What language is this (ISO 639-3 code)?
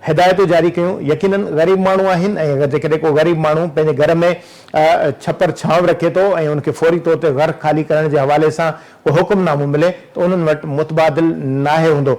snd